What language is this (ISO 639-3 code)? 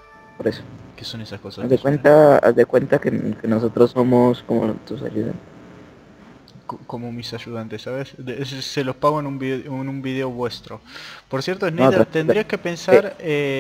spa